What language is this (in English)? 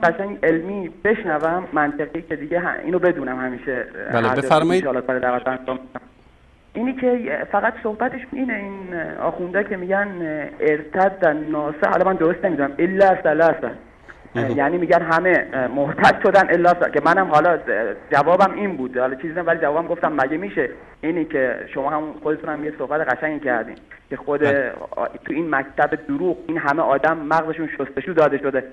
Persian